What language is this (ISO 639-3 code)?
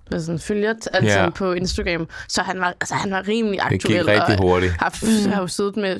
dan